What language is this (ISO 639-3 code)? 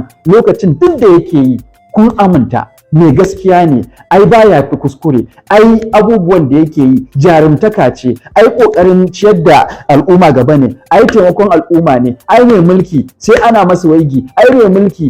hau